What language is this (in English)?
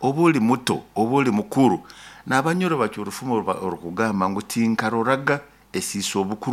Nyoro